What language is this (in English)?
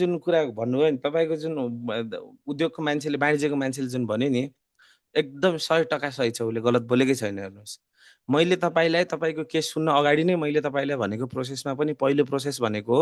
Nepali